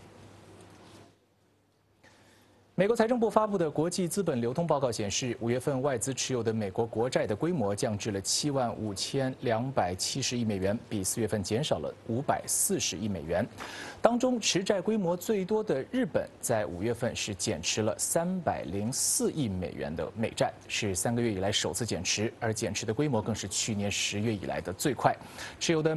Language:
Chinese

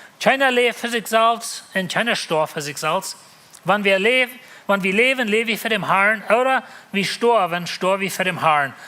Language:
Plautdietsch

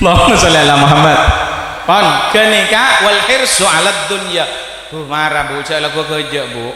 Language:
Madurese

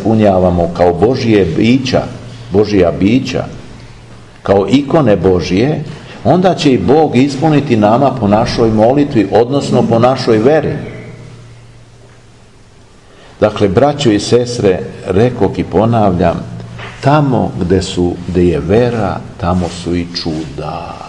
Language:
Serbian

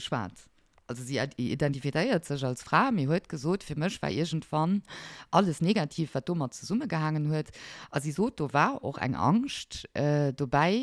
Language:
Luxembourgish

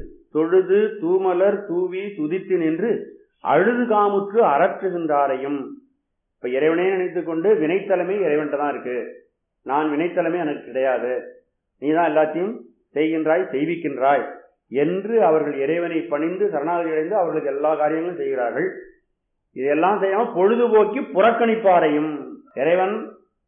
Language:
Tamil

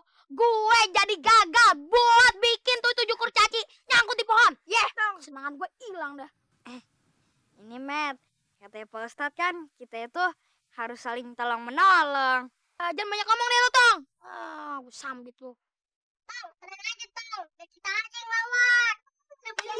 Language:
Betawi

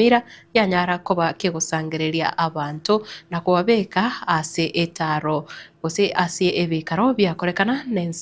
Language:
Gusii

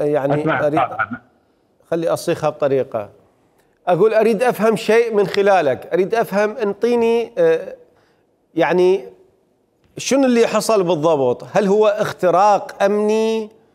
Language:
Mesopotamian Arabic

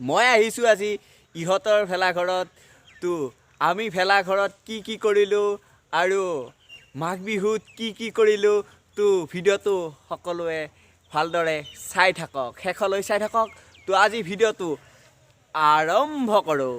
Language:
Assamese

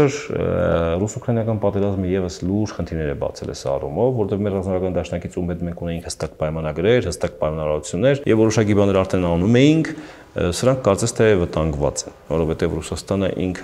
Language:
Armenian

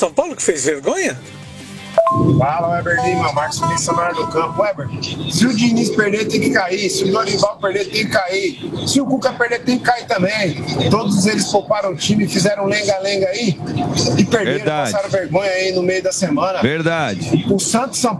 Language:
Portuguese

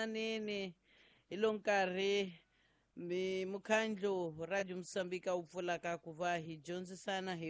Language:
Tsonga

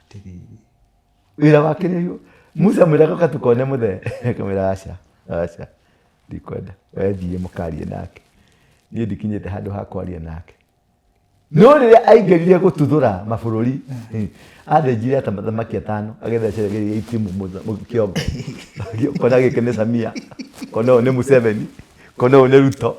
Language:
Kikuyu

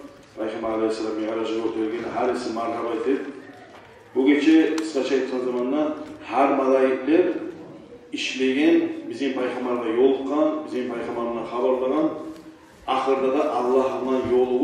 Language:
Kumyk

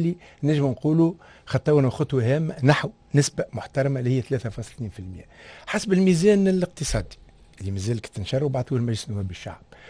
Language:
Tunisian Arabic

